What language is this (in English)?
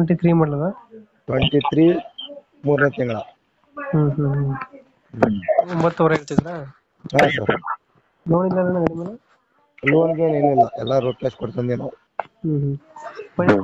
Kannada